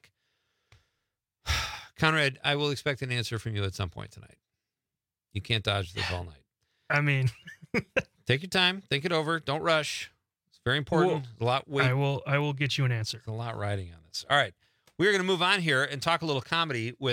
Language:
English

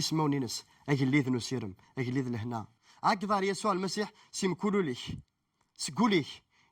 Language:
Kabyle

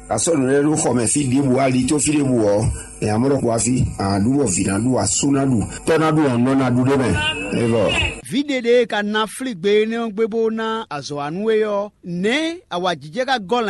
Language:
Fon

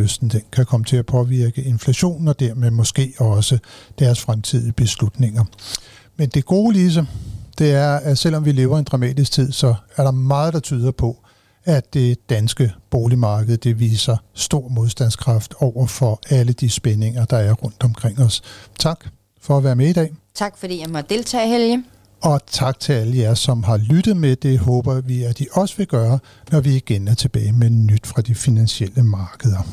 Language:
Danish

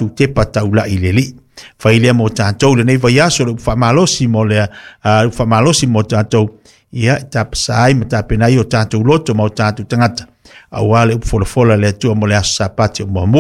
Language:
Samoan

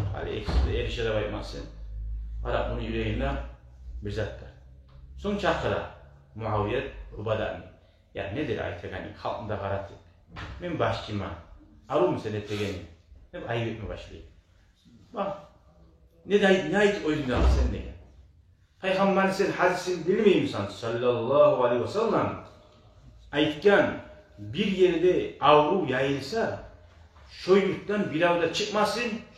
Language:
Kumyk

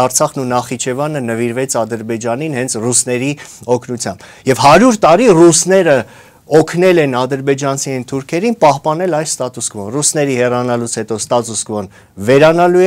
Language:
Armenian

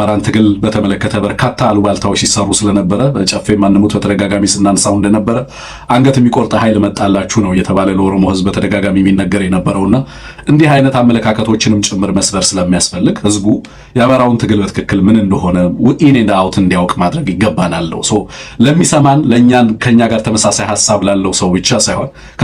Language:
Amharic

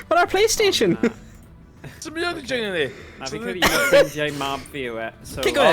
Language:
Welsh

